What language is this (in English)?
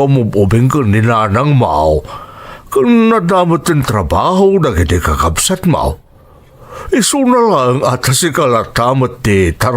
Iloko